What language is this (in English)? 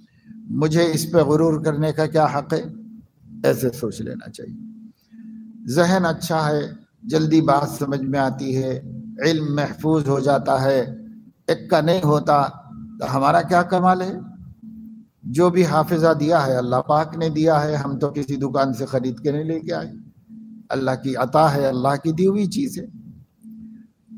Urdu